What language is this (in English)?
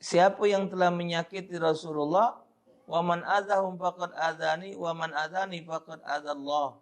Musi